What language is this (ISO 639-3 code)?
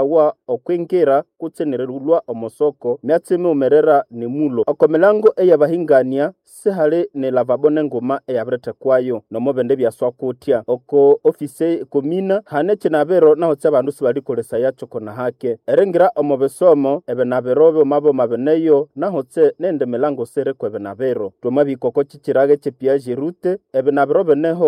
nnb